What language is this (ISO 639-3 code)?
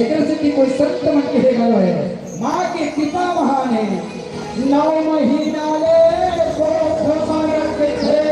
hne